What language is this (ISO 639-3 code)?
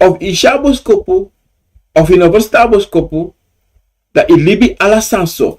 srn